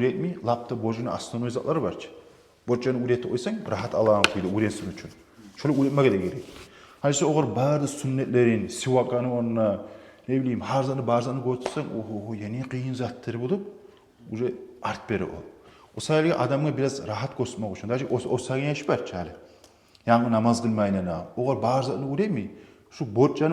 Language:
Kumyk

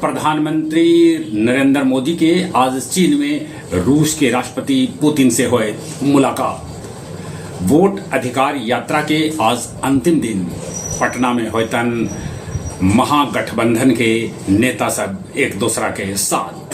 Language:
Magahi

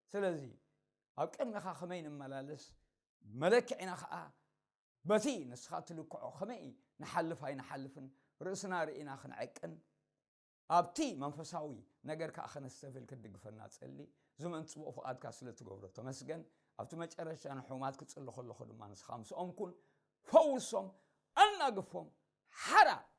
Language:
Tigrinya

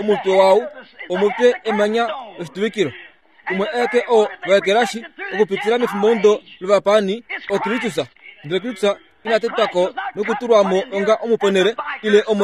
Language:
Kuanyama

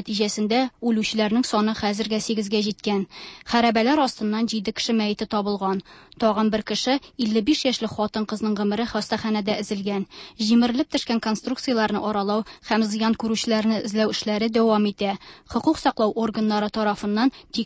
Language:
Tatar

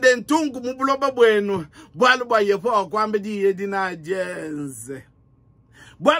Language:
Luba-Lulua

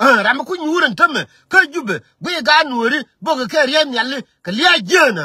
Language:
Nuer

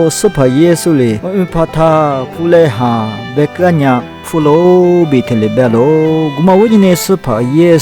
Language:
Lisu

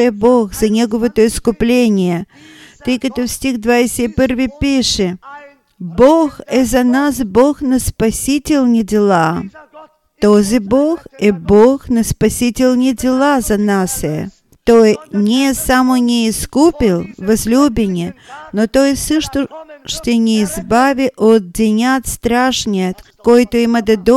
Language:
Bulgarian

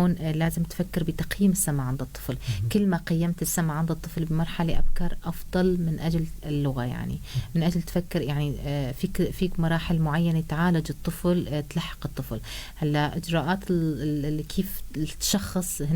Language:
North Levantine Arabic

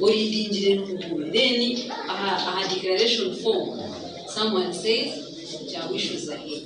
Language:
Nyankole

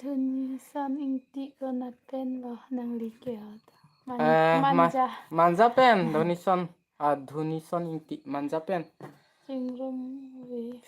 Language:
Karbi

